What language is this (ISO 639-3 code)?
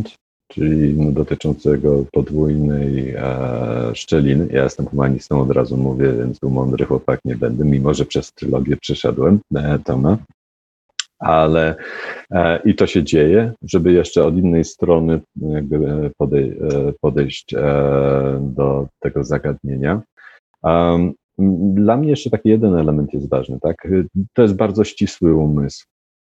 pol